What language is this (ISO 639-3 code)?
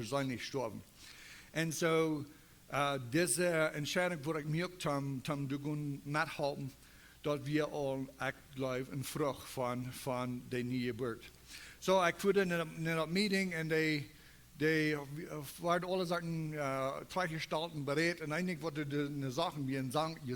pdt